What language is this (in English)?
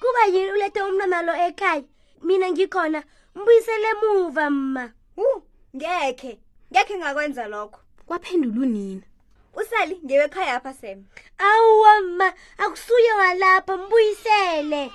South Ndebele